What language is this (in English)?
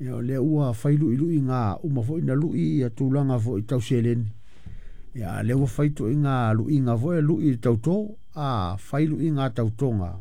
Samoan